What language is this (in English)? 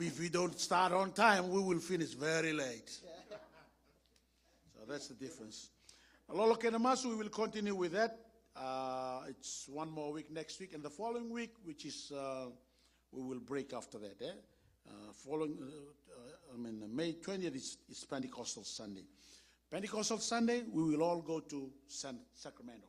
Fijian